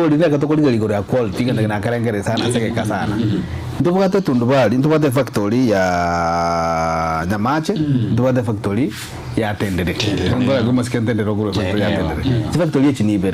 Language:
Gusii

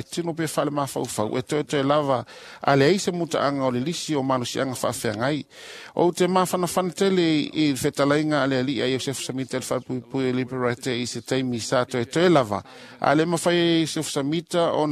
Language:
Samoan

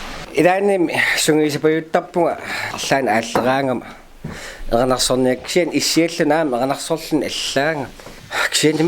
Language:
Kalaallisut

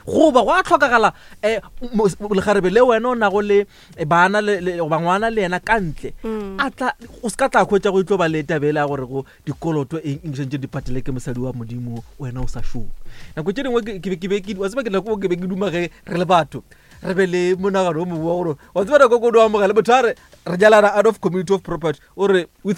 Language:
Northern Sotho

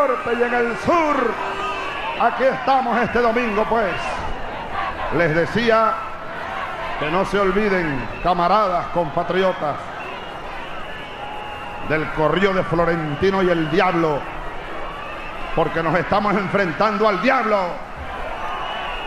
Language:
Spanish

